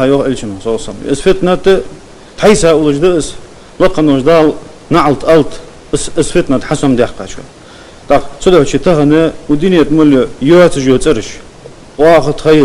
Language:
Ingush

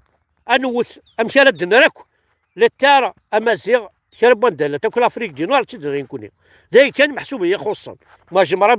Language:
Kabyle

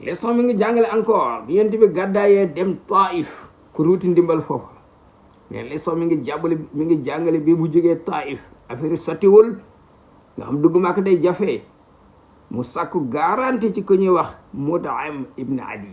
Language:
Wolof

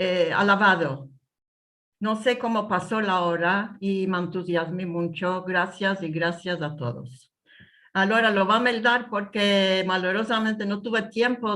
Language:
Ladino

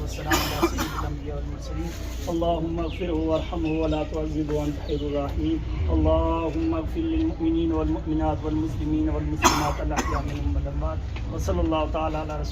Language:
Pahari-Potwari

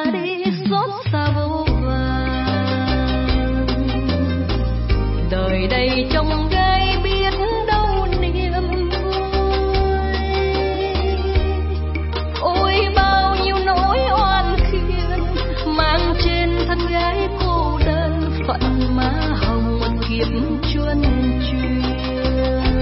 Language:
Vietnamese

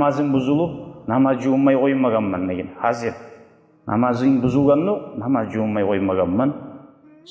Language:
Kumyk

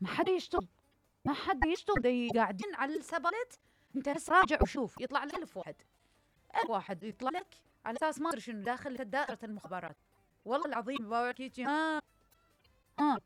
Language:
Mesopotamian Arabic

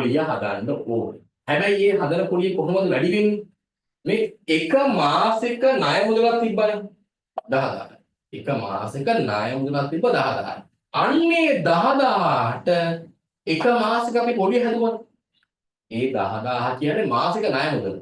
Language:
Sinhala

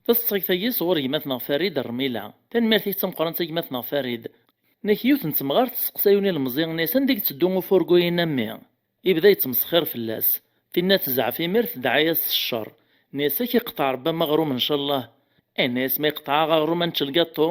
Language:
Kabyle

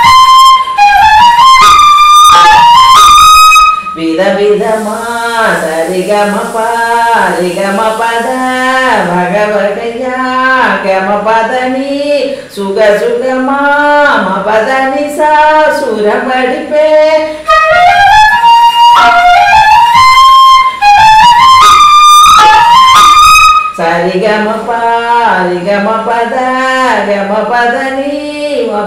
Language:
Tamil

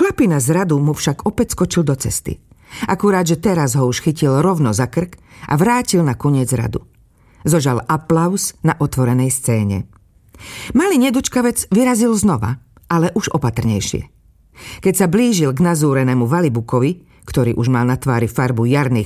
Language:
Slovak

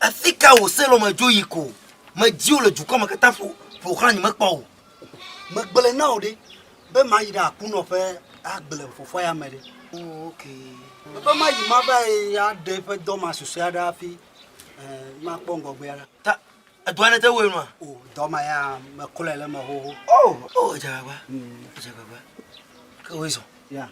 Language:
Ewe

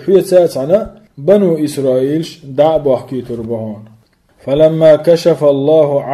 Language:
Chechen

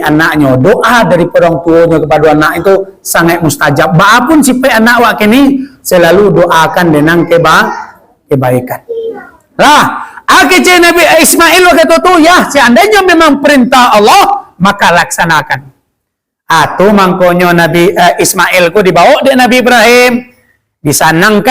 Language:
Minangkabau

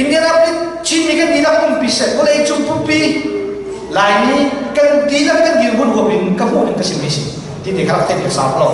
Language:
Hakha Chin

